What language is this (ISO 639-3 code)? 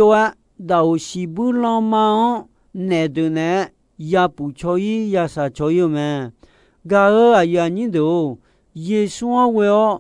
ahk